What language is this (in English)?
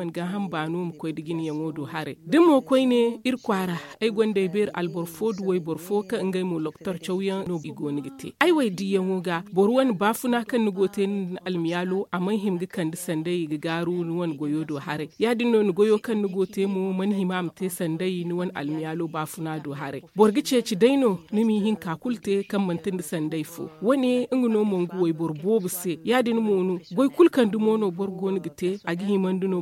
Zarma